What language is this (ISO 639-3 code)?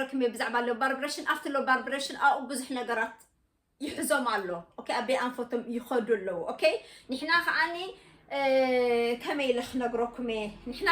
tir